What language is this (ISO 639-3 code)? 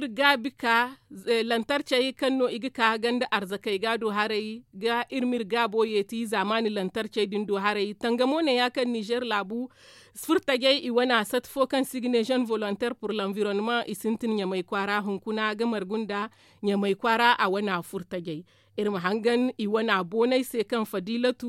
dje